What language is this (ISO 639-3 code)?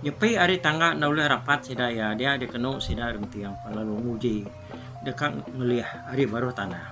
iba